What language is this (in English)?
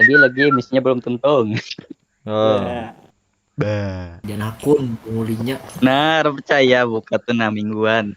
Banjar